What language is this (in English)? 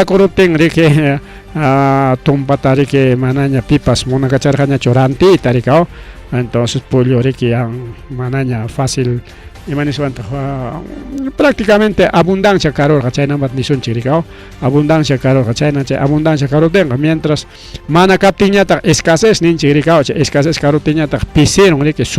Ayacucho Quechua